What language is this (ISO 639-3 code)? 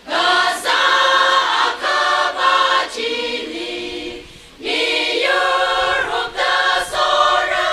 nmf